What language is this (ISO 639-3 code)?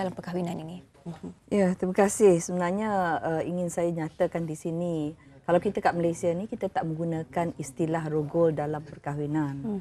msa